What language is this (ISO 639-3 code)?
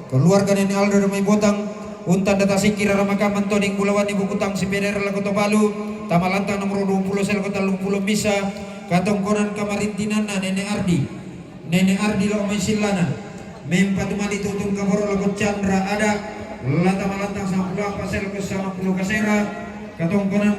sda